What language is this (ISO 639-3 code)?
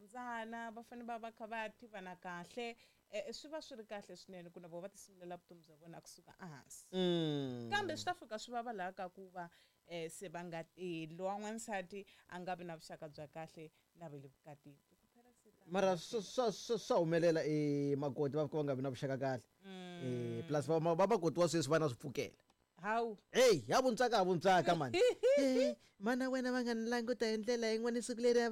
tso